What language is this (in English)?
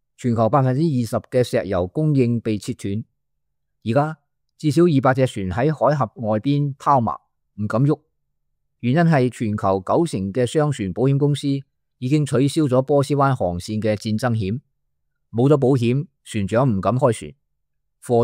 Cantonese